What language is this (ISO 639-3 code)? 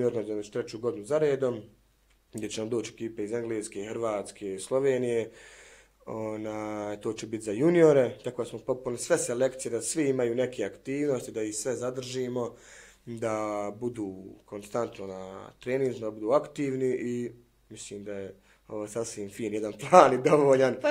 bos